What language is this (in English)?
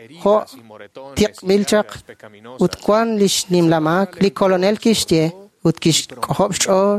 Kekchí